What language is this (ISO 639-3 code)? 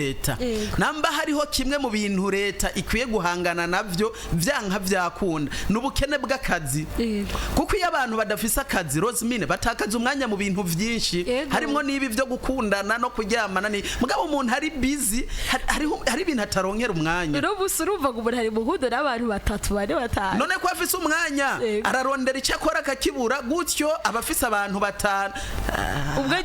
run